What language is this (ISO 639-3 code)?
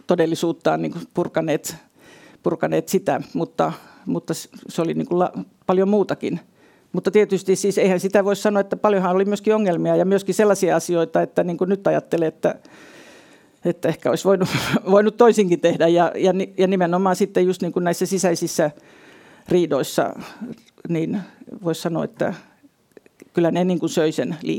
fin